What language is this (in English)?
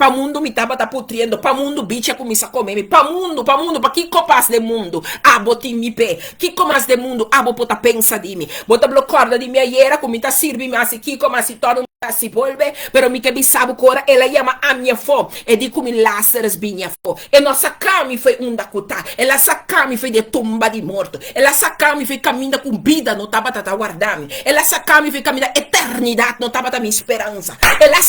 Papiamento